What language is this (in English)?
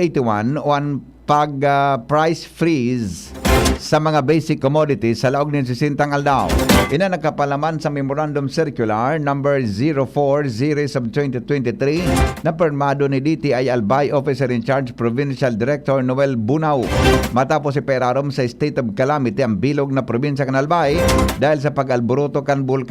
Bikol